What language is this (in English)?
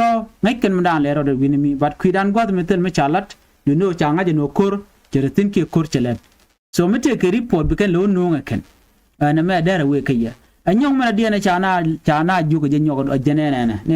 Nuer